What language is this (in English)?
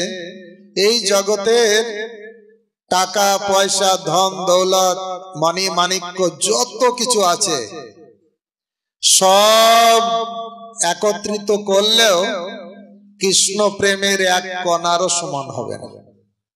Bangla